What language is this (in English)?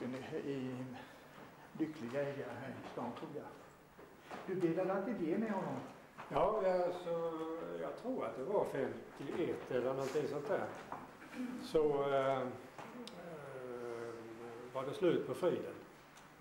Swedish